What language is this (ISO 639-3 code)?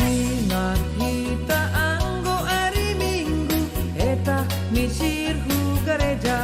bts